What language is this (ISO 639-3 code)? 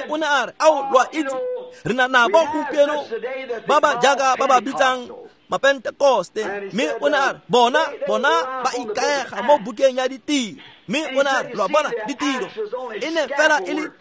tsn